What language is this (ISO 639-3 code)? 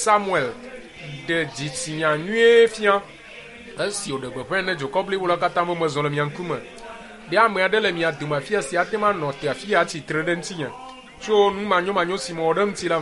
ewe